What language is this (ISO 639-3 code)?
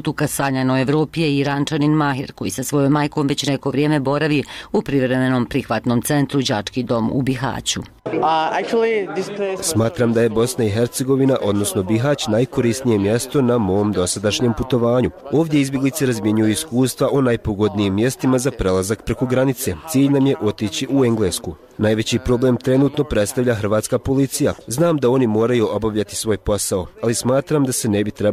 bos